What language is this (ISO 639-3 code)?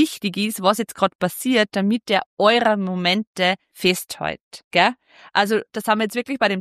deu